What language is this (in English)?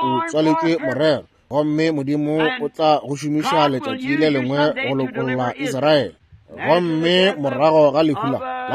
Northern Sotho